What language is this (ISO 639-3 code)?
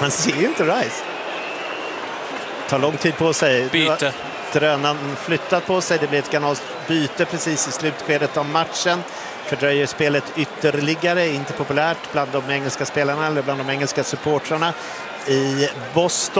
swe